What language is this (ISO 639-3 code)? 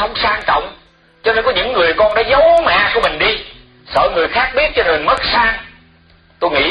vie